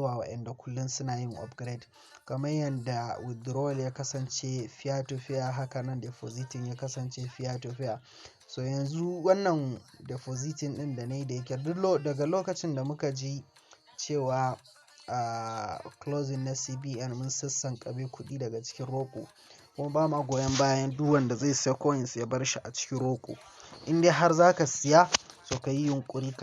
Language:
Hausa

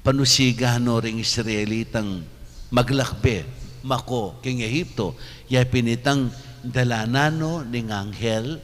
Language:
Pampanga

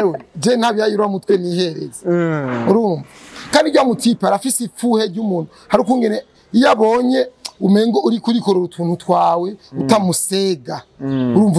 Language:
Rundi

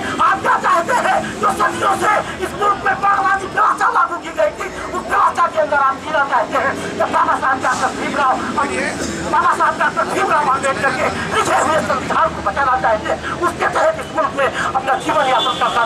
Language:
Hindi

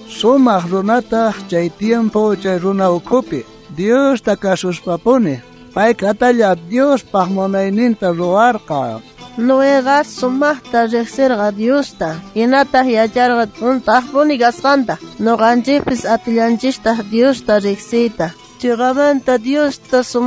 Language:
South Bolivian Quechua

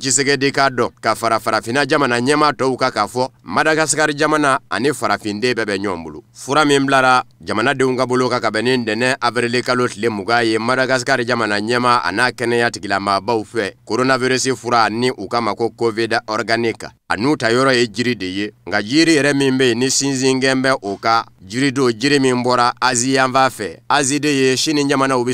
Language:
Bambara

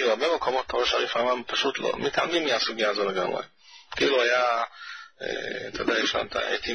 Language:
Hebrew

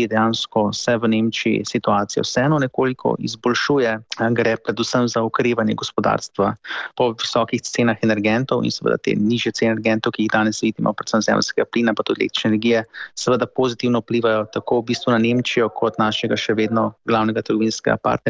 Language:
Slovenian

